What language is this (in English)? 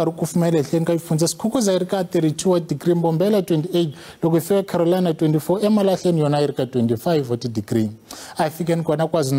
Tsonga